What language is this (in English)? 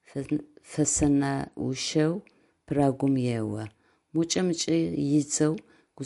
Adyghe